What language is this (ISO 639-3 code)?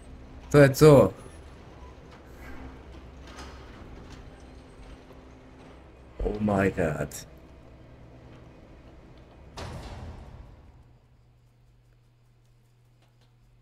hrv